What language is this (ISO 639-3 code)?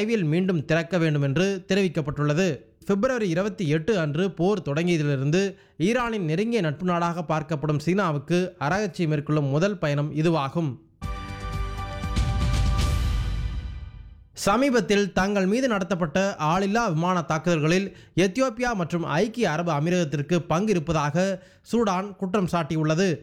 tam